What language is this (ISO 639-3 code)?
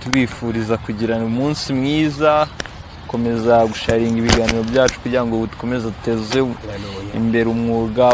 kin